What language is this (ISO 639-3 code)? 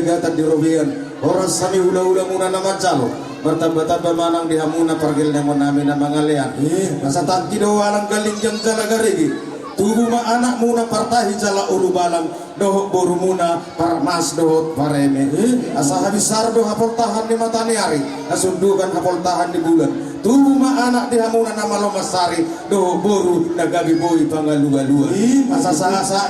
bbc